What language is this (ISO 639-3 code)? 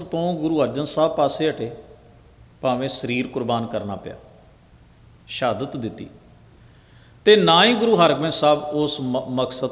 pan